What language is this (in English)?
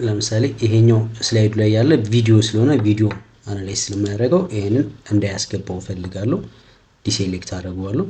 Amharic